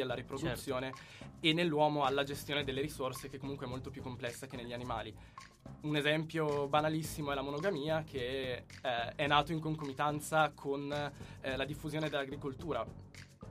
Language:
Italian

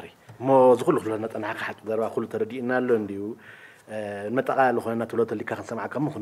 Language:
Tigrinya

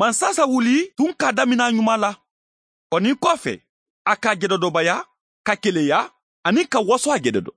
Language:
Bambara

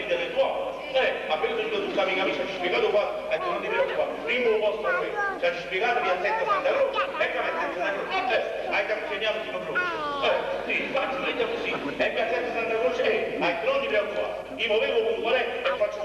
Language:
Neapolitan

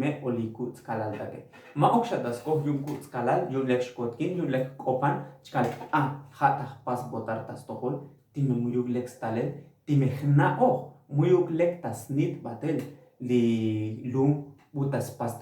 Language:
Tzotzil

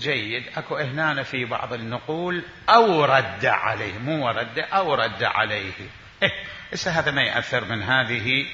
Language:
Mesopotamian Arabic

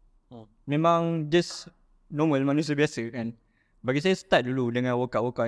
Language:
Malay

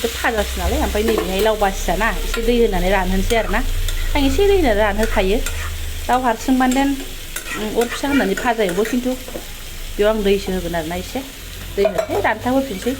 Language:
Bodo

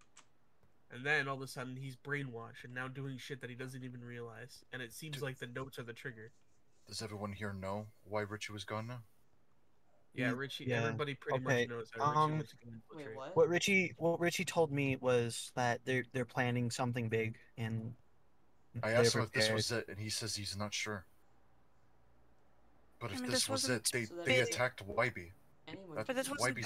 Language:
English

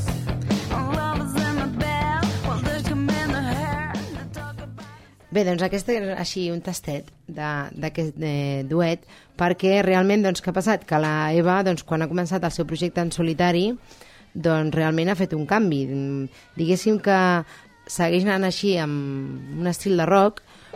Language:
Catalan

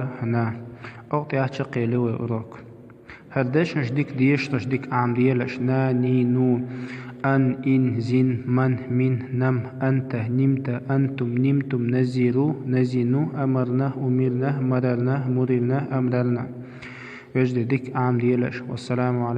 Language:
Chechen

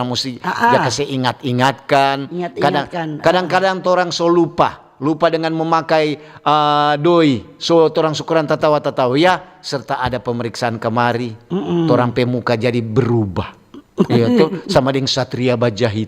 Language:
Manado Malay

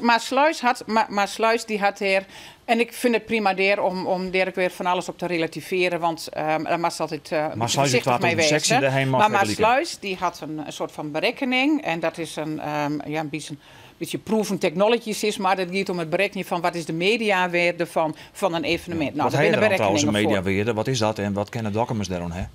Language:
Western Frisian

